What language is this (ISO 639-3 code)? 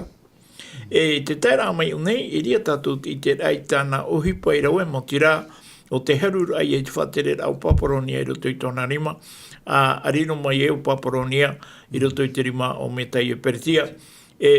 tah